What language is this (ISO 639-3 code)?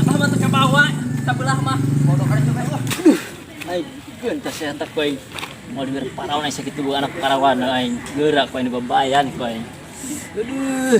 sun